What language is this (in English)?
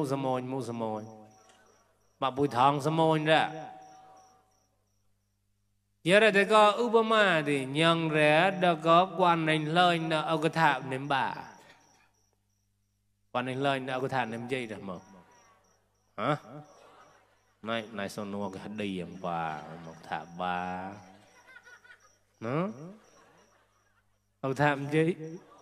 Vietnamese